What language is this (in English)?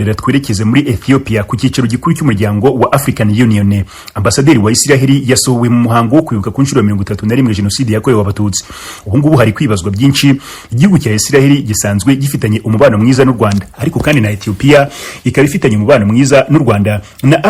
Kinyarwanda